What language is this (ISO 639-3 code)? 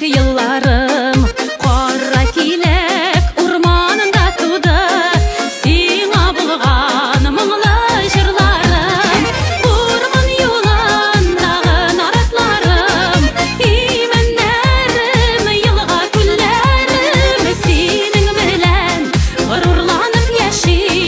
tat